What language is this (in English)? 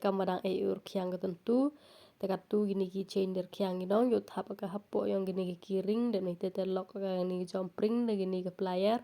Khasi